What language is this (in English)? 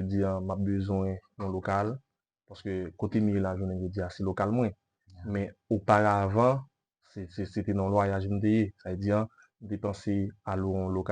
Haitian Creole